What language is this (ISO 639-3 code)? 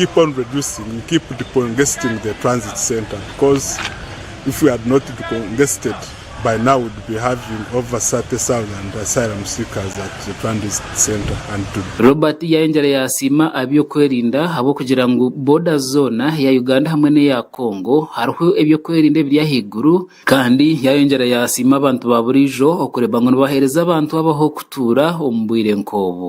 nyn